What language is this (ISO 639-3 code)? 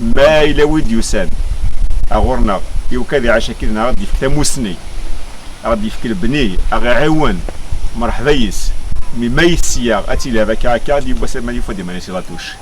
kab